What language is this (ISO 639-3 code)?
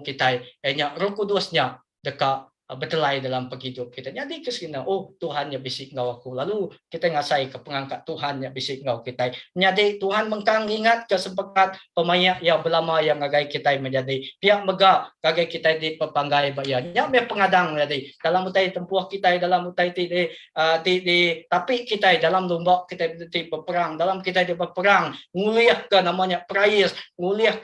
iba